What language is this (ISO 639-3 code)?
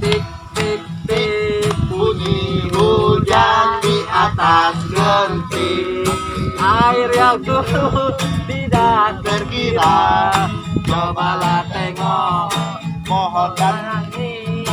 mui